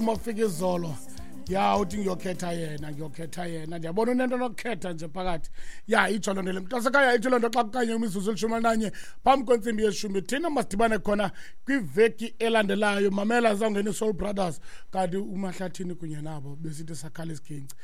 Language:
Xhosa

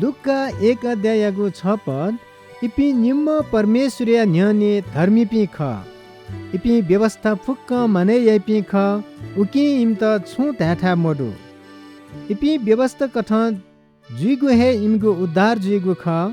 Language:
Newari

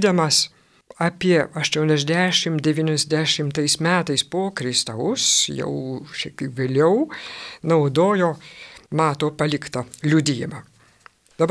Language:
Lithuanian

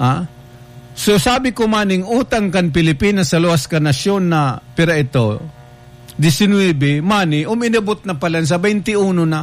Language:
Bikol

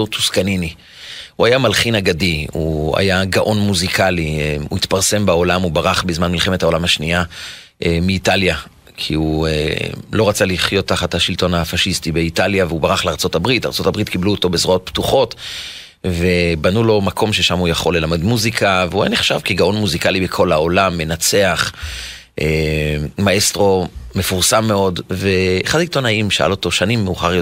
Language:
Hebrew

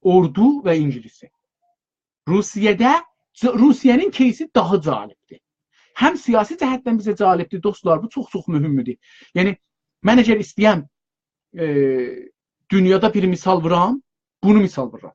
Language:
South Azerbaijani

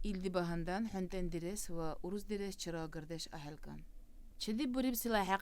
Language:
Dargwa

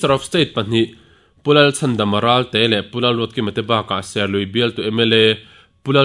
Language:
Mizo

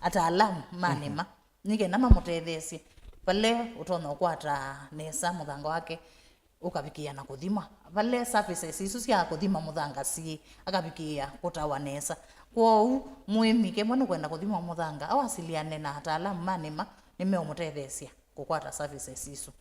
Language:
Kamba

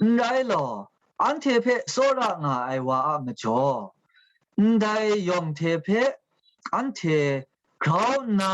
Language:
Kachin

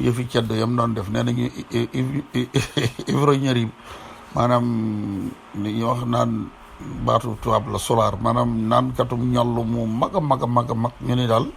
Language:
Wolof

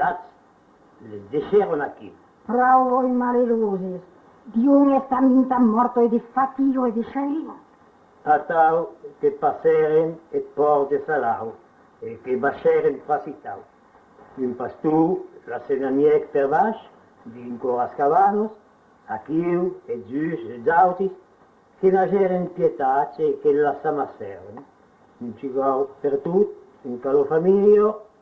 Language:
Occitan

